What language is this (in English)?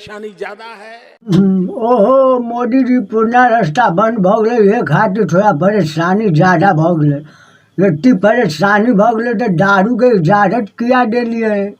Maithili